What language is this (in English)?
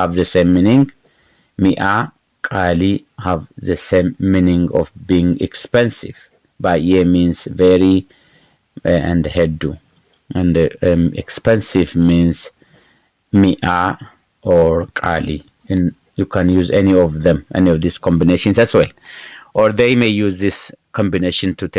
English